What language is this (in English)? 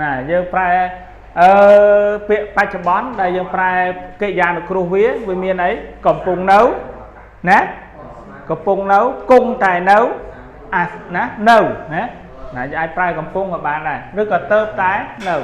Khmer